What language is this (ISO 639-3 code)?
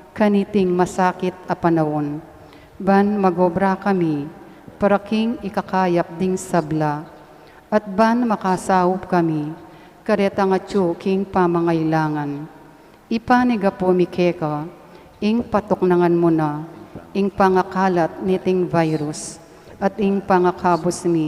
pam